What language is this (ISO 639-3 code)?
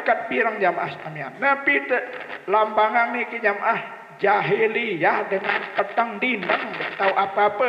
sas